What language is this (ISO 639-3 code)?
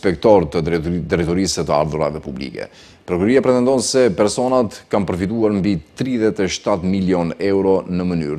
sqi